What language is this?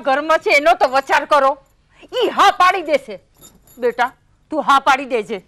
Gujarati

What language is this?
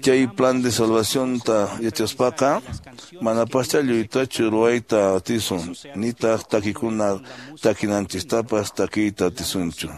Quechua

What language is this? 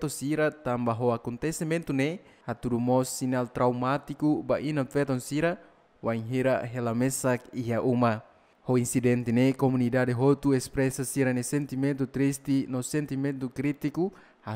Tetum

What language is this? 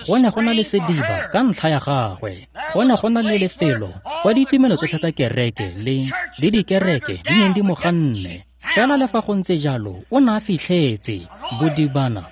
Tswana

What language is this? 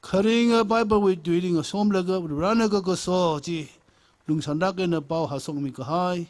Tangkhul Naga (India)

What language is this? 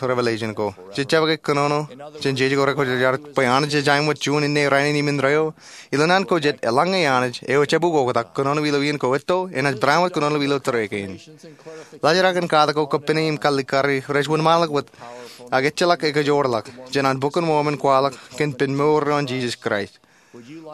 Marshallese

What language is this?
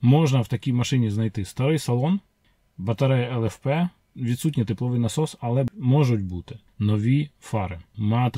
Ukrainian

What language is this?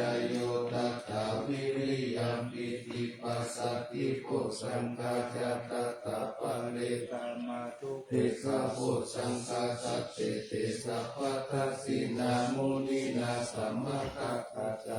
Pali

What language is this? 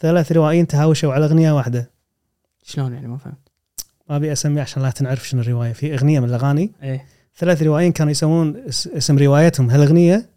Gulf Arabic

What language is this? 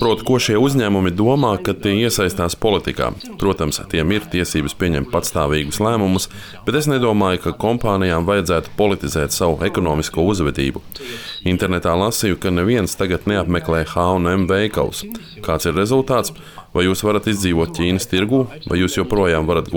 Latvian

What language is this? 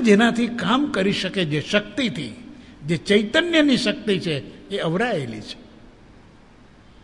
Gujarati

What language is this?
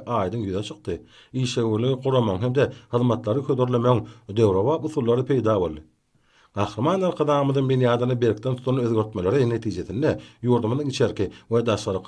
Turkmen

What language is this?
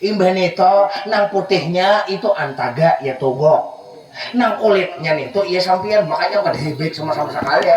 Banjar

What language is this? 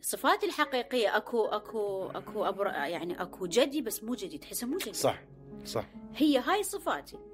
Mesopotamian Arabic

